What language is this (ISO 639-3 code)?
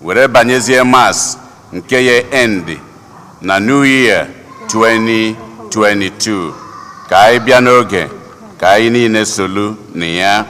ibo